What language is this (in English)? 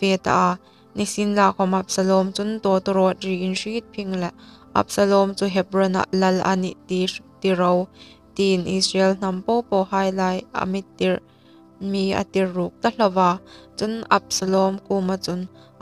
Hmar